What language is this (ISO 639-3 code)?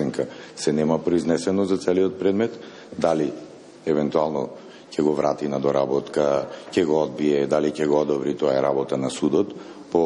mkd